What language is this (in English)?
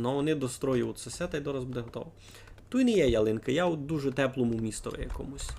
Rusyn